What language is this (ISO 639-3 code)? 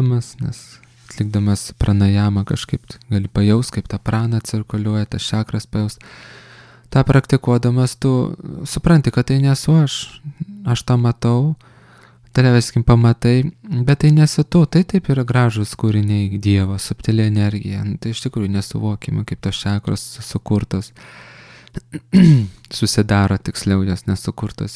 lit